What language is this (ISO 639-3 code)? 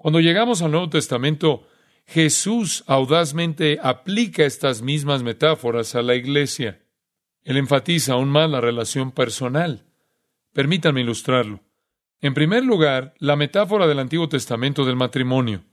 spa